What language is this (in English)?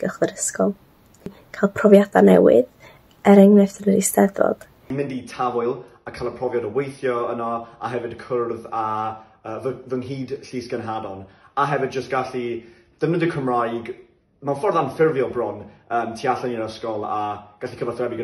Welsh